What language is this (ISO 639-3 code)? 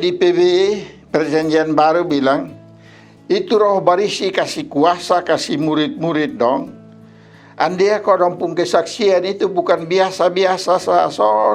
mkn